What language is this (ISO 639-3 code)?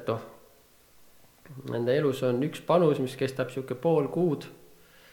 est